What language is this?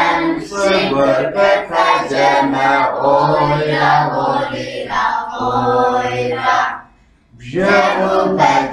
Kabardian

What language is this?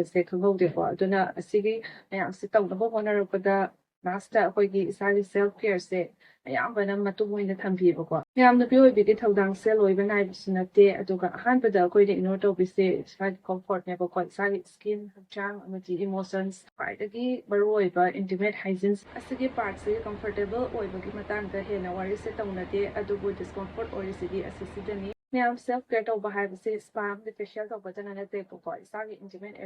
Manipuri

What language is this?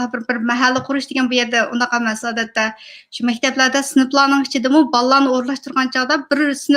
Uyghur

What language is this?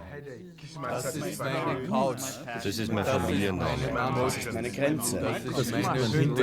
German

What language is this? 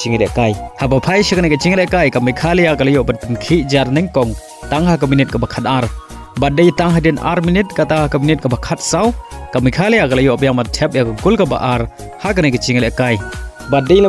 Khasi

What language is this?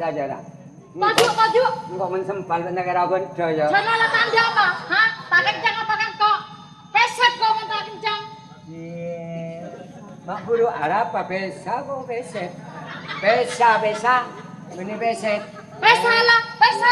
Madurese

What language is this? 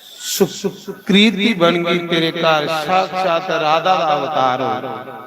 Dogri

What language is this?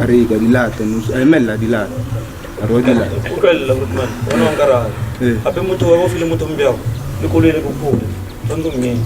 Northern Sotho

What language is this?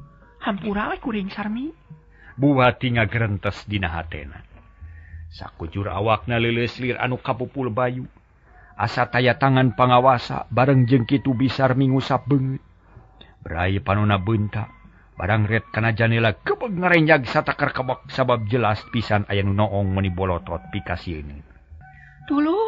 Sundanese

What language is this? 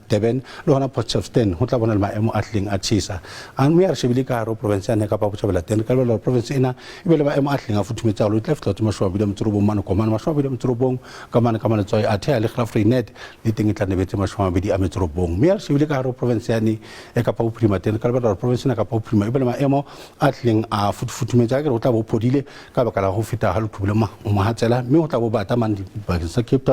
Southern Sotho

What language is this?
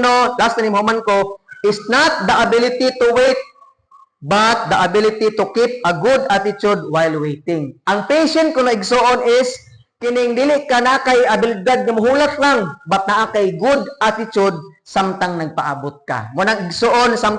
Cebuano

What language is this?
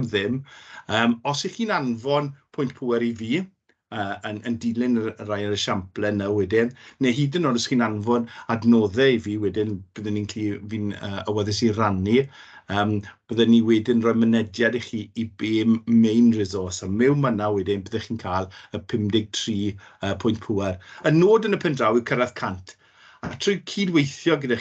Welsh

